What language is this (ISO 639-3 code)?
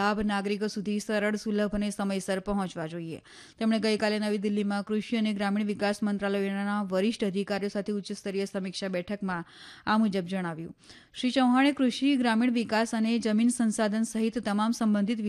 guj